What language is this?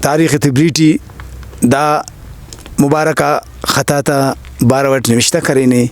Brahui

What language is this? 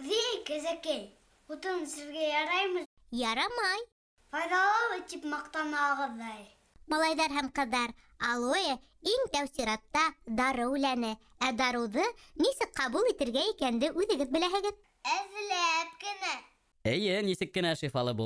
Bashkir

